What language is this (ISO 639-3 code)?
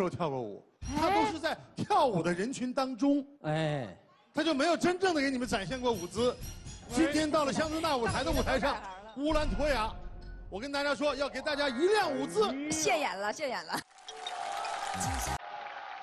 zho